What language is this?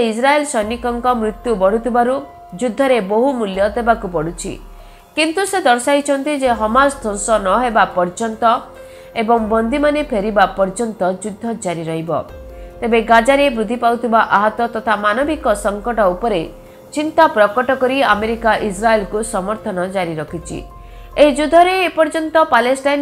Odia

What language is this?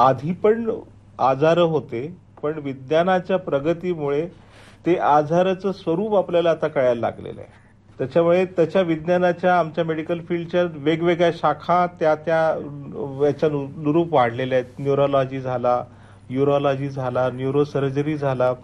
Marathi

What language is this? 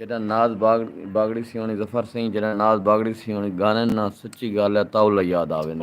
Saraiki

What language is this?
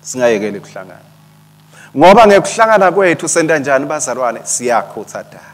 Swati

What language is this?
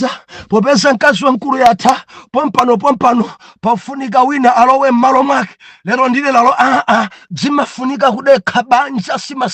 Nyanja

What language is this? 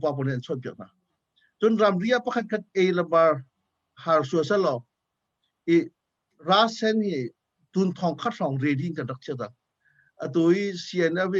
Hakha Chin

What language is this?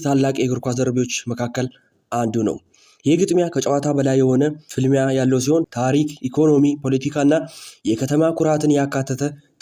Amharic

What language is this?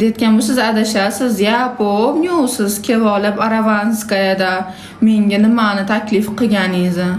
Uzbek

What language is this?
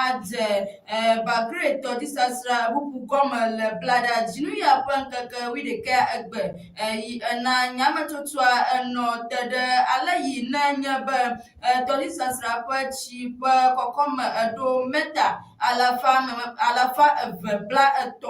Ewe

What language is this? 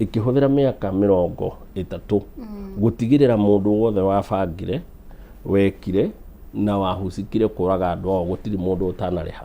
Kikuyu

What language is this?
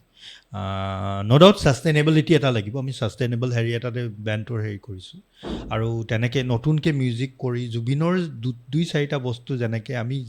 Assamese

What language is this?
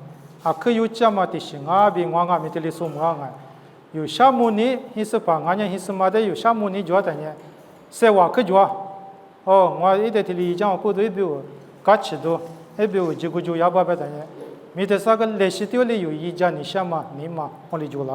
Lisu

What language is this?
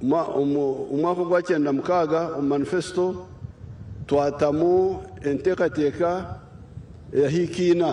Nyankole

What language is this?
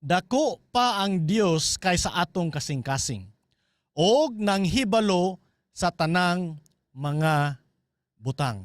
Cebuano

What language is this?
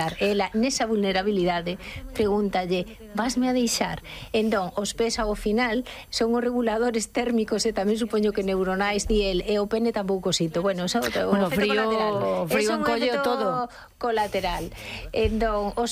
Galician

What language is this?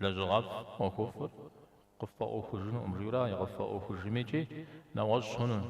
Kabardian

